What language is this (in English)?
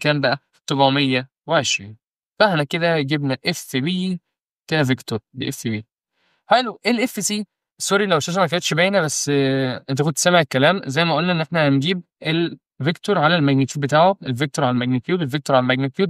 Egyptian Arabic